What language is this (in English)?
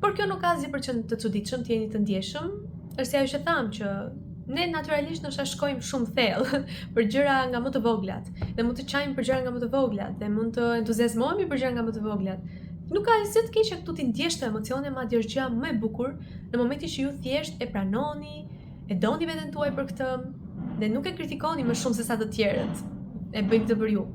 Albanian